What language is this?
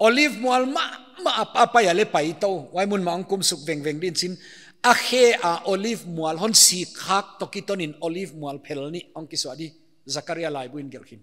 Paite Chin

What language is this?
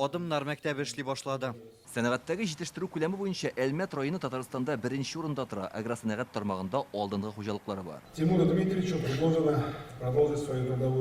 Tatar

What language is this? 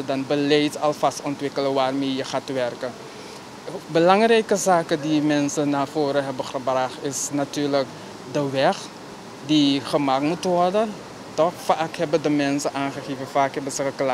Dutch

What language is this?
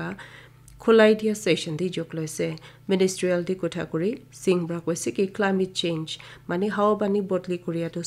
Naga Pidgin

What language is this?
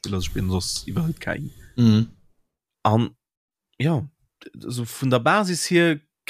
Luxembourgish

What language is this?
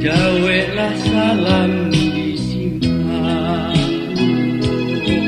Minangkabau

